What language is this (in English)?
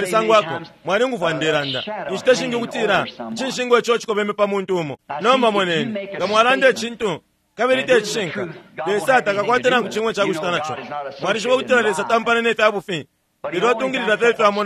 Bemba